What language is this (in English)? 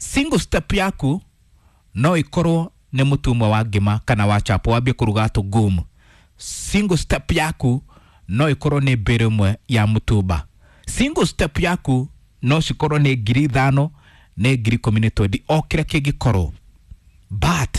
Kikuyu